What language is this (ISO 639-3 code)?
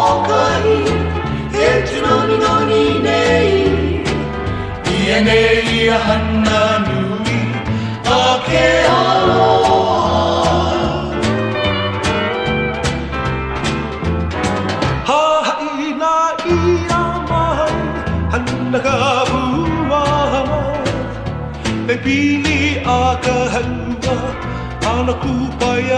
haw